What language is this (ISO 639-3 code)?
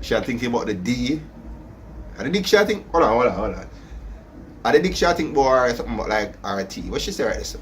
jam